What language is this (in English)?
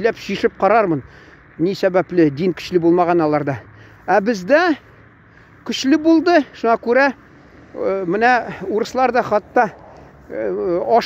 Tatar